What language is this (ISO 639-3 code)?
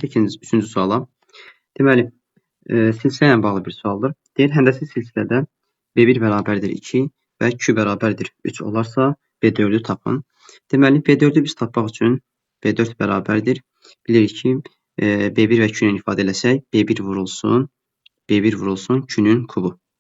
aze